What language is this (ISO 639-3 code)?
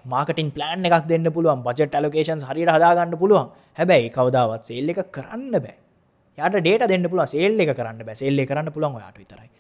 sin